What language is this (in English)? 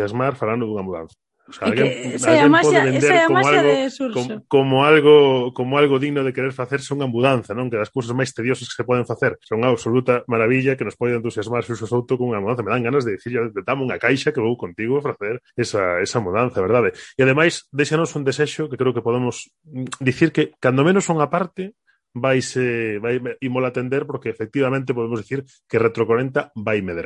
Galician